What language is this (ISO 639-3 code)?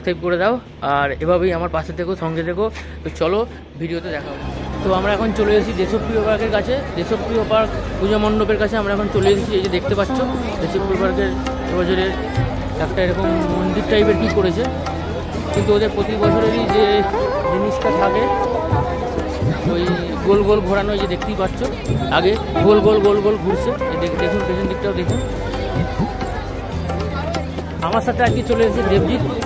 ben